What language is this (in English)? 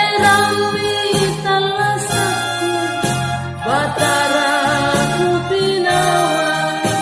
Makasar